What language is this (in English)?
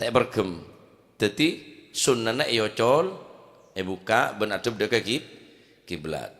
Madurese